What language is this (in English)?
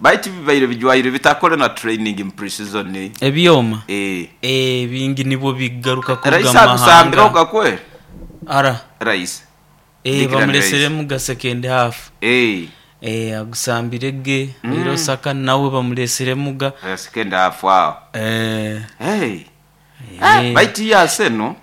Nyoro